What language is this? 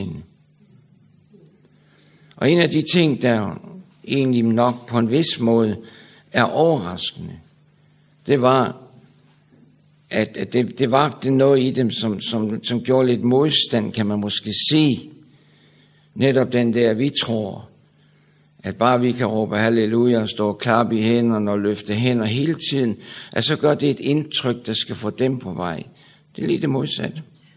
Danish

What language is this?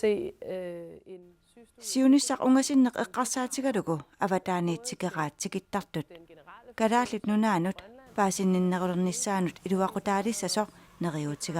Kalaallisut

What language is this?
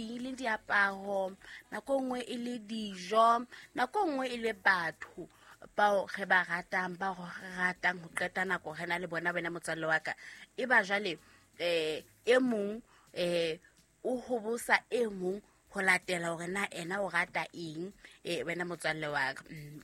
Southern Sotho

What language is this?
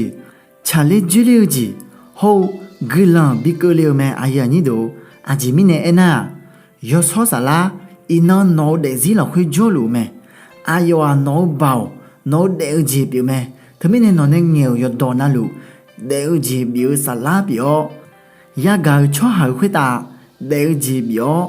Akha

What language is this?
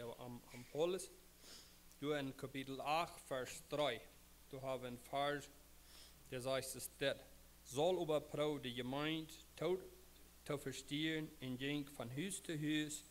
Plautdietsch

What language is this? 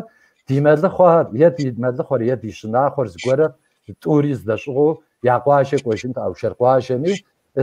Kabardian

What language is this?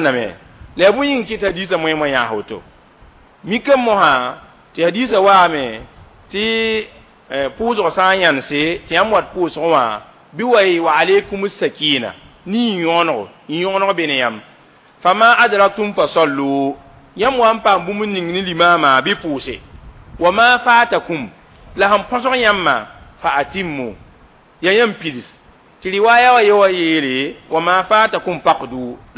Mossi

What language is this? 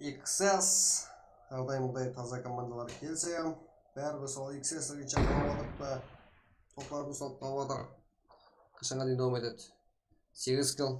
Kara-Kalpak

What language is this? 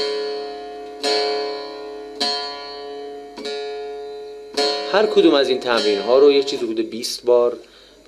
Persian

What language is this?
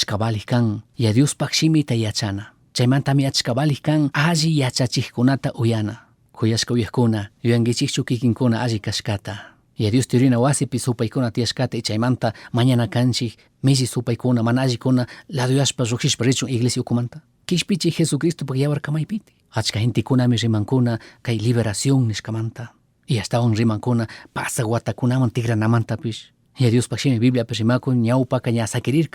Chimborazo Highland Quichua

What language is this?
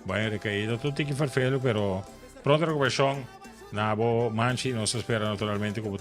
Papiamento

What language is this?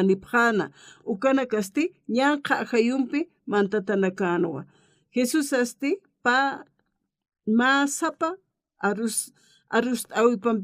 Aymara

